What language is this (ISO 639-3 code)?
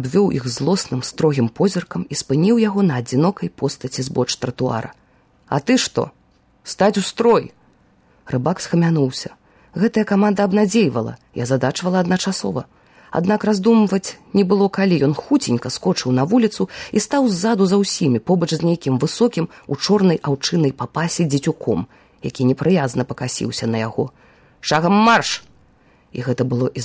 bel